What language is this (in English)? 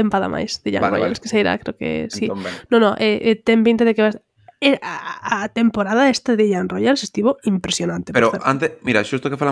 Galician